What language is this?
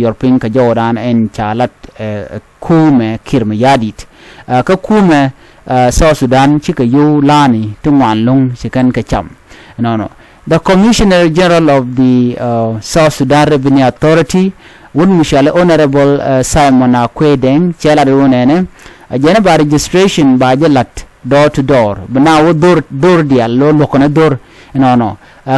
Nuer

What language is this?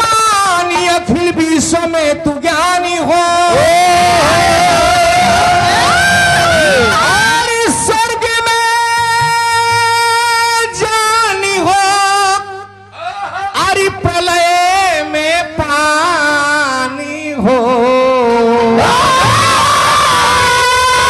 Bhojpuri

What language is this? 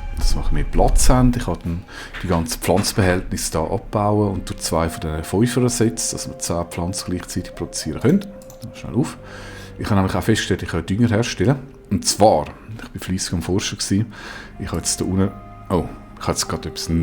Swiss German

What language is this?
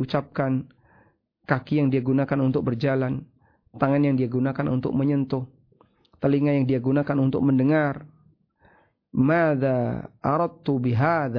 Indonesian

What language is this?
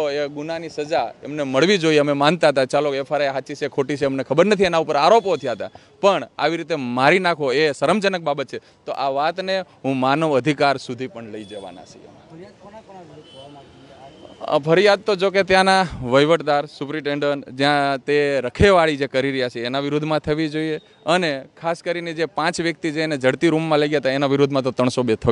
Gujarati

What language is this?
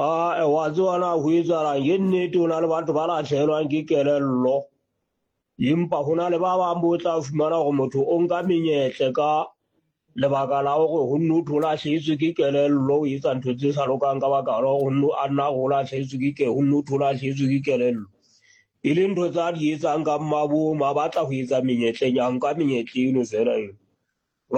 Southern Sotho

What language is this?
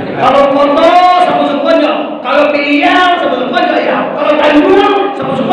Minangkabau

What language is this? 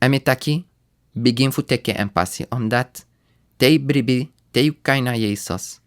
Sranan Tongo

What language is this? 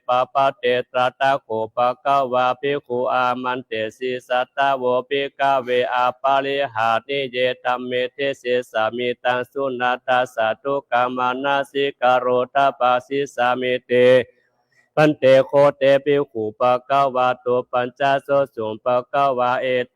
Pali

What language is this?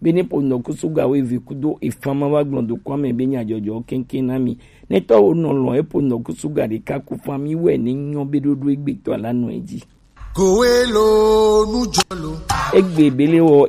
Gen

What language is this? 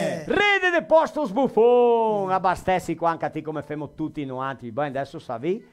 Venetian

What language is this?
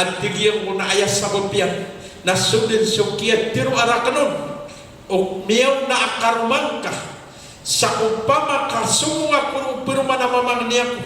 Maranao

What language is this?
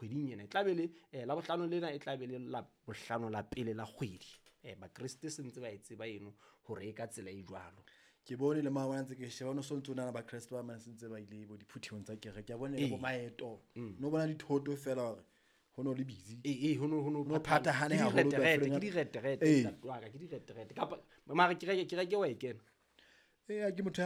Southern Sotho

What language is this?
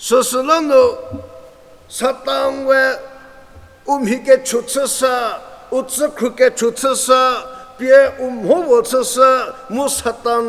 Angami Naga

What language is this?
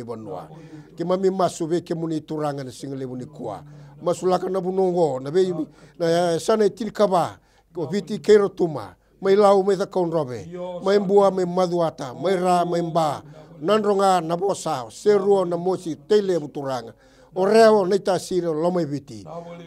Fijian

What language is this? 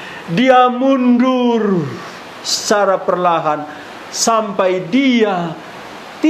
Batak Karo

